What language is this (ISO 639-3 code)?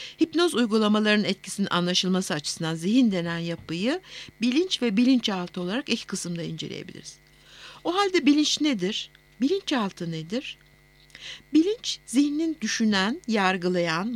tur